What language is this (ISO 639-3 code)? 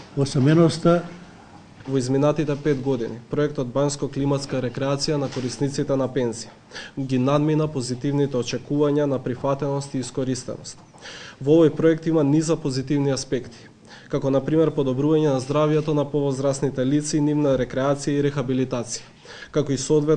mkd